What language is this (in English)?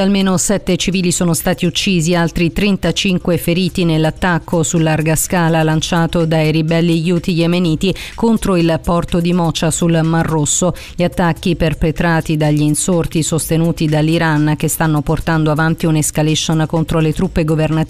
Italian